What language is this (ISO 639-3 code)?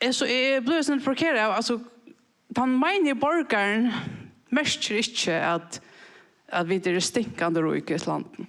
fao